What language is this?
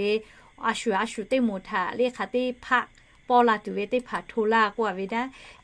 Lahu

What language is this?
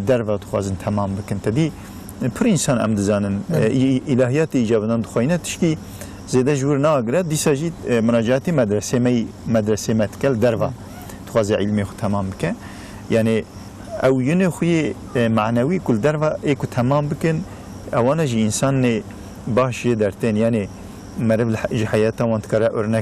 Kurdish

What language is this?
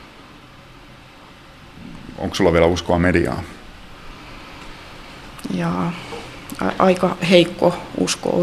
Finnish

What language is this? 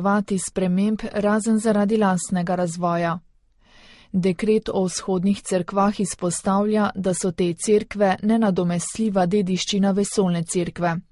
Slovenian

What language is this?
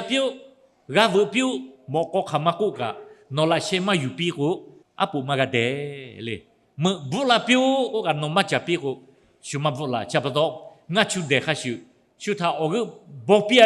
Lahu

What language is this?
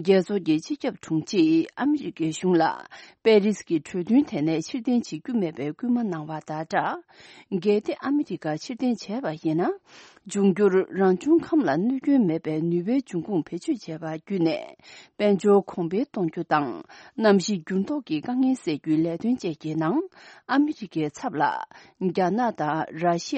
Tibetan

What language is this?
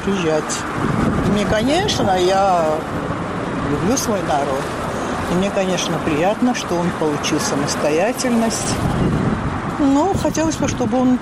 Russian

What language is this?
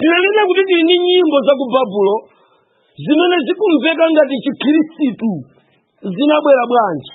Nyanja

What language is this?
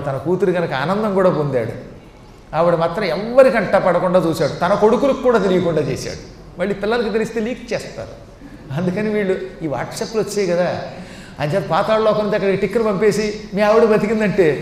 Telugu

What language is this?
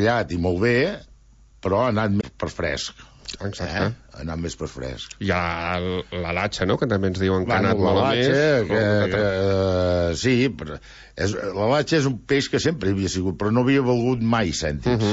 Catalan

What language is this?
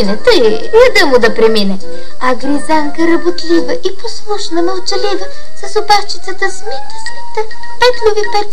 Bulgarian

